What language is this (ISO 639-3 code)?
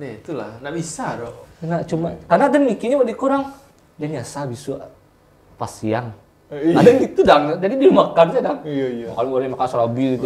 min